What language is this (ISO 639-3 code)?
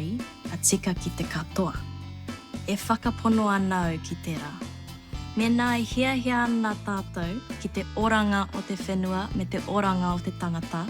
mri